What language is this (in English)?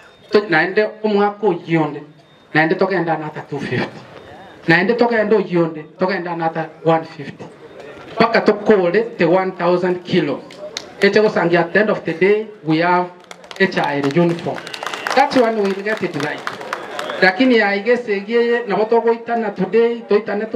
Gusii